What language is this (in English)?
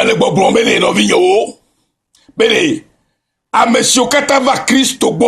Ewe